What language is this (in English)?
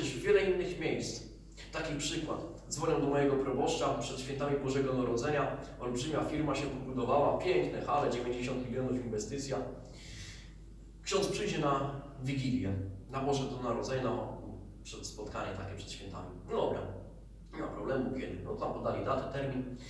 Polish